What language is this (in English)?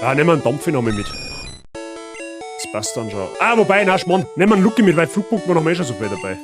Bavarian